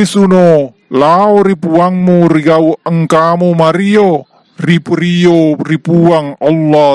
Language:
Buginese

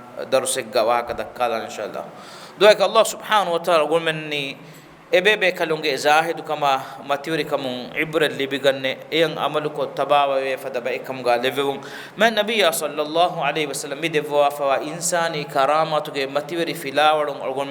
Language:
Divehi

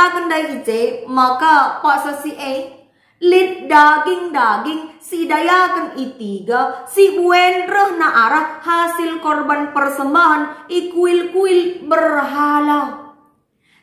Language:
Batak Karo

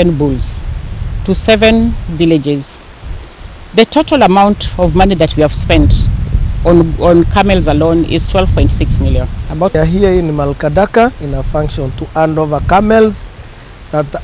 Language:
Kikuyu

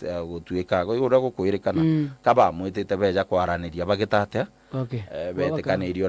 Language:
Meru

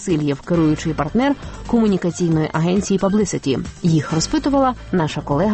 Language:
Ukrainian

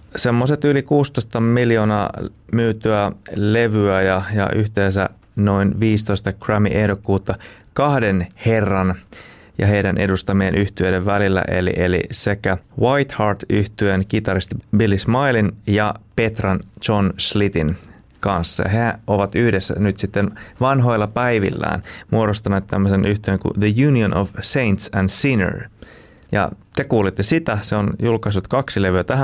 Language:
Finnish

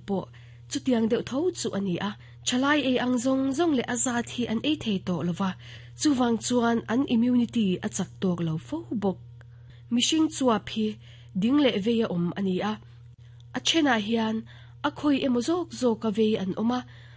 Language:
Mizo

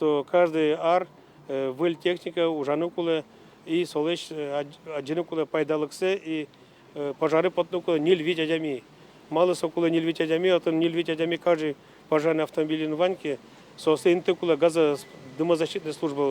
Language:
Udmurt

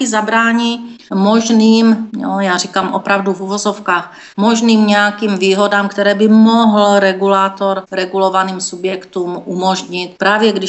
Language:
Czech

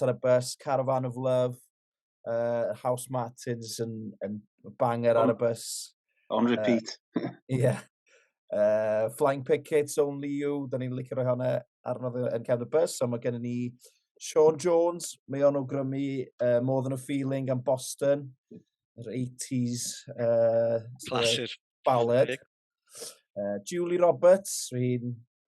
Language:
Welsh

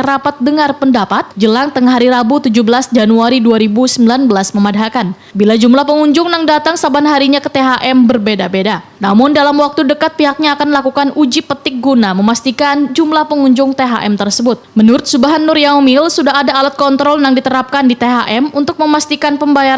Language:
Banjar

